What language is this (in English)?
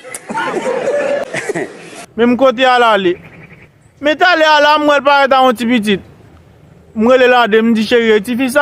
Haitian Creole